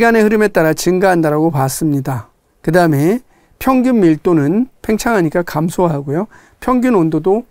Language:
Korean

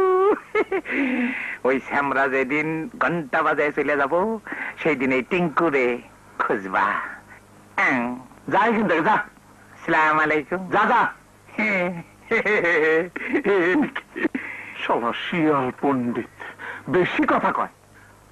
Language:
Bangla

